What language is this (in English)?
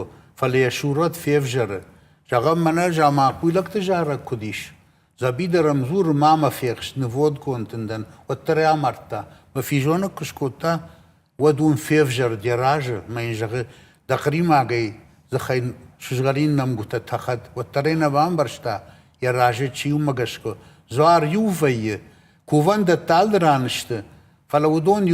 Ossetic